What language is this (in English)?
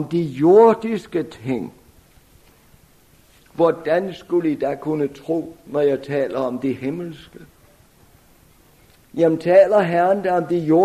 Danish